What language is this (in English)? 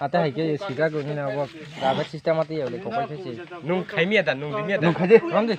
Kok Borok